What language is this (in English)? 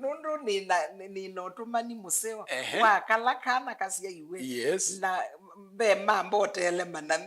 Kamba